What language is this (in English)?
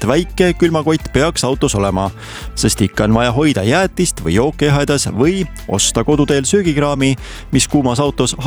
Estonian